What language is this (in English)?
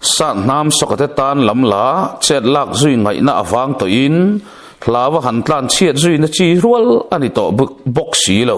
Mizo